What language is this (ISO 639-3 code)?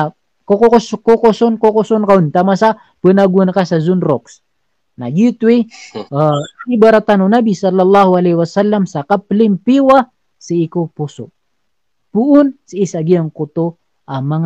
mrw